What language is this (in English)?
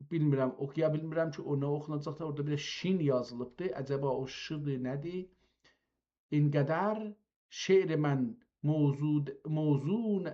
South Azerbaijani